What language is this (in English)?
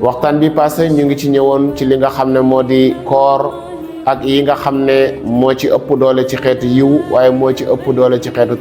Wolof